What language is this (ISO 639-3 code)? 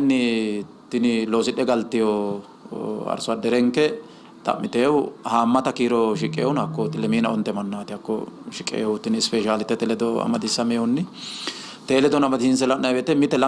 sid